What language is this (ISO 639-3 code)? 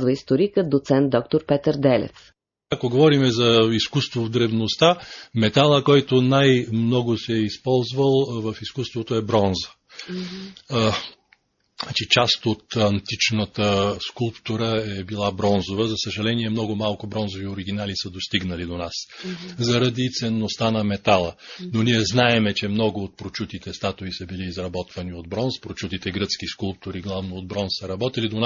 bul